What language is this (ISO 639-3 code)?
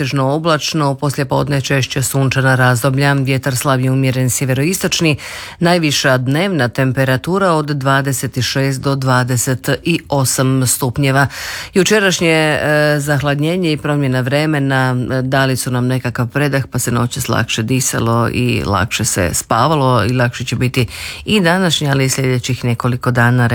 hrv